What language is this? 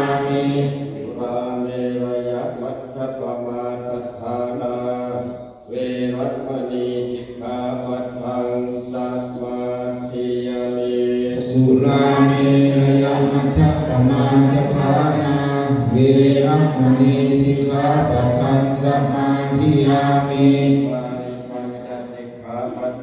Pali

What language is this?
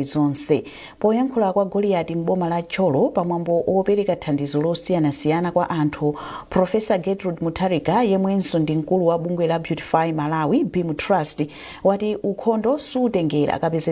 Nyanja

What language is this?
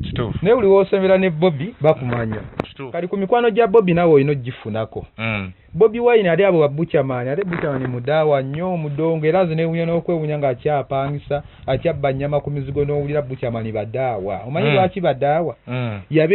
Ganda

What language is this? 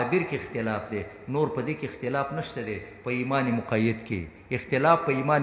Pashto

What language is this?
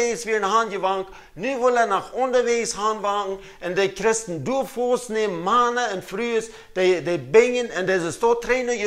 Plautdietsch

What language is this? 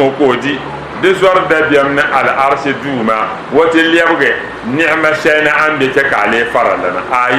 Dagbani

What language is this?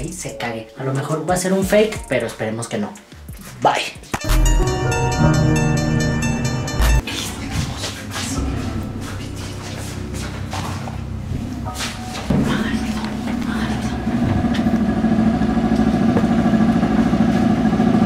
Spanish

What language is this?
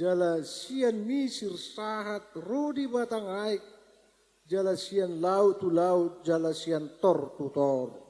Batak Toba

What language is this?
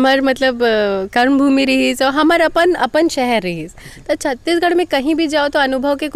Chhattisgarhi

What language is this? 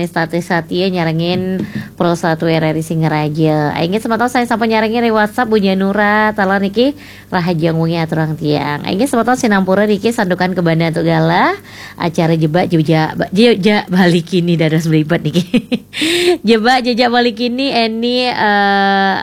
Balinese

